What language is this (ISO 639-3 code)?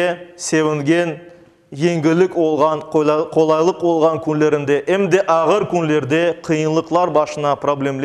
crh